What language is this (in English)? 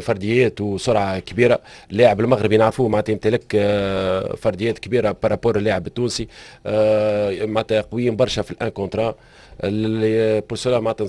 Tunisian Arabic